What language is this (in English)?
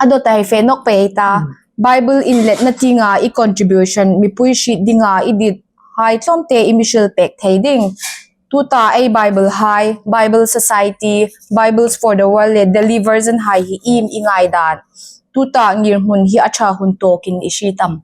Hmar